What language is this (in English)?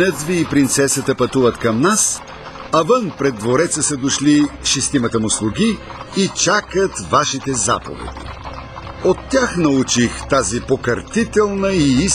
Bulgarian